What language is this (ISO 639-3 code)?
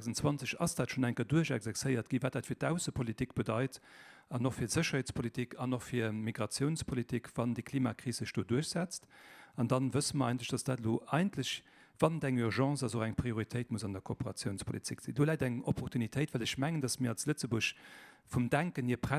ltz